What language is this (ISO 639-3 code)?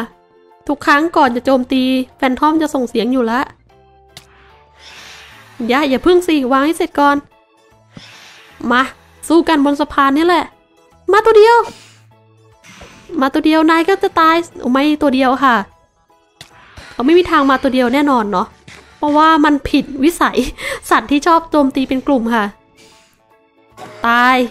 tha